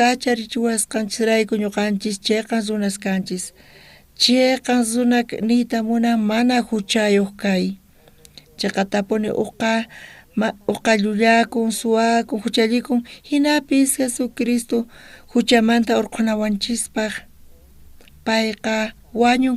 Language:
South Bolivian Quechua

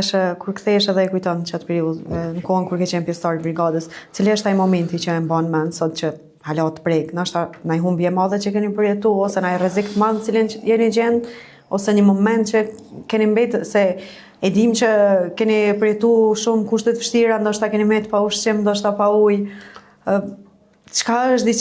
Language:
Albanian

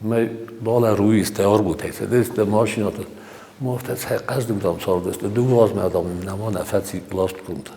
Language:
Ossetic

